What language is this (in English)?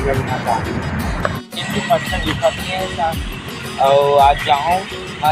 Chhattisgarhi